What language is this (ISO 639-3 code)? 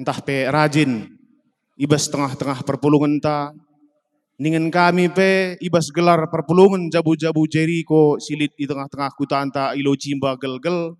btx